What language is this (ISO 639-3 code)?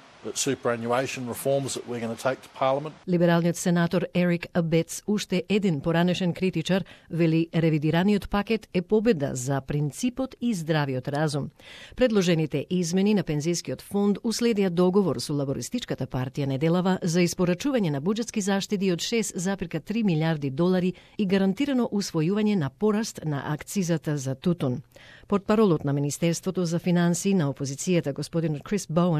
mkd